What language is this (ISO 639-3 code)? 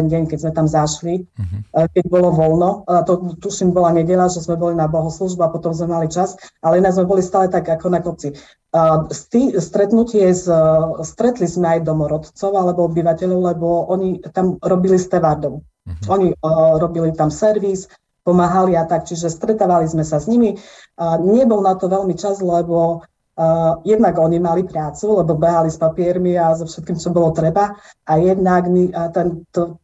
slk